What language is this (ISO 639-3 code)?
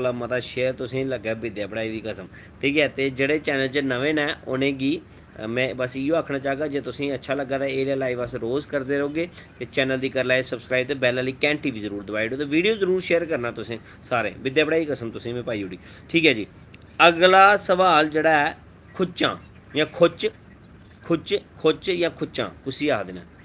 doi